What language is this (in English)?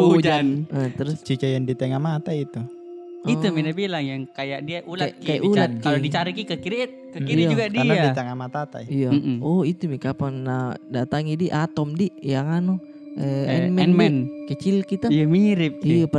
Makassar Malay